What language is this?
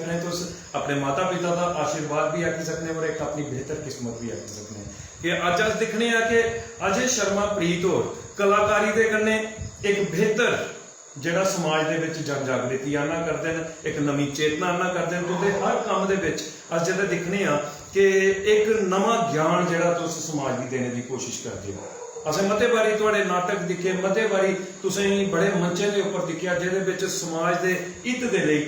Dogri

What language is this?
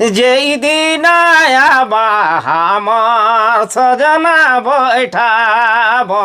Sadri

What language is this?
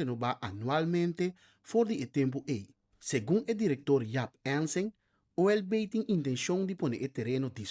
Papiamento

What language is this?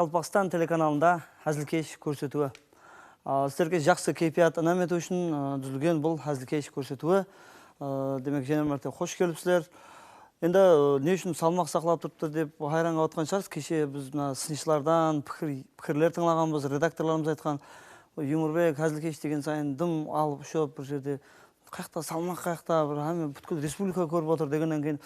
Kara-Kalpak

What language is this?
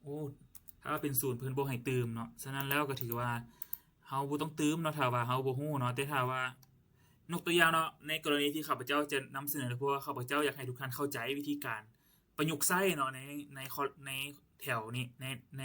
Lao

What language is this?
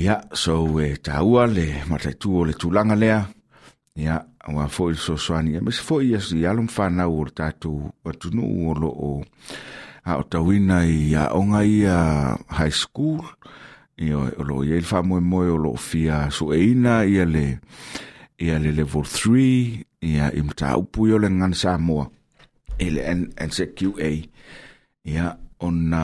Samoan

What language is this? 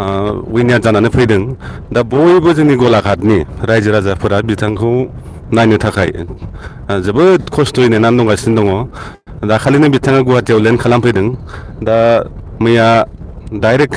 Bodo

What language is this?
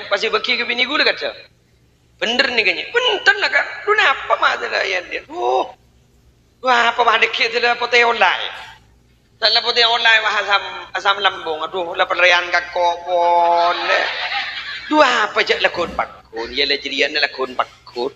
Madurese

